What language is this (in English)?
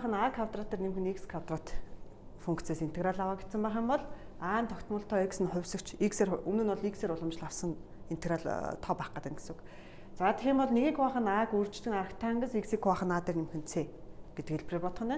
Mongolian